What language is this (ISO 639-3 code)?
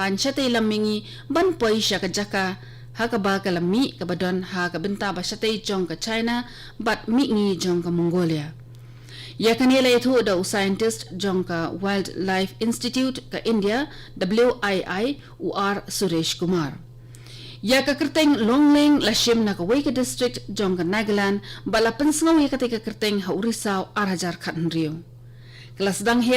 kha